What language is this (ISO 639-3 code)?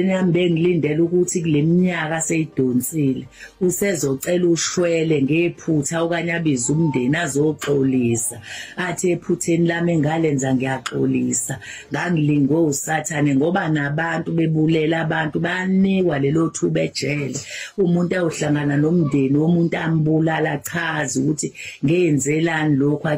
zul